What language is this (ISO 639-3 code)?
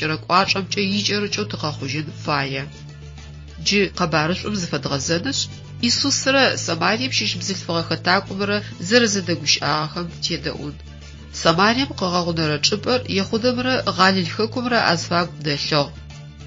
ady